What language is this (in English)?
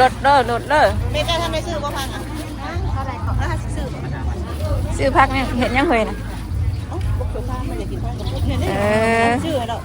Northeastern Thai